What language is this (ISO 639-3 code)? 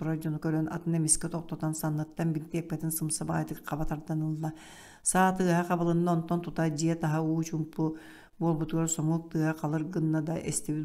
sah